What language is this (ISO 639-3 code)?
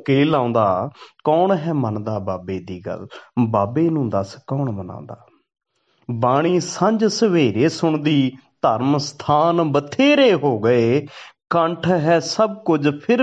pan